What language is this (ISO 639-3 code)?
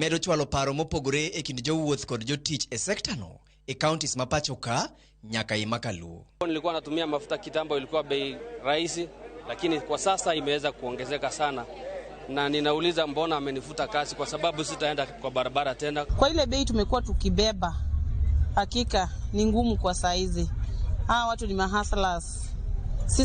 luo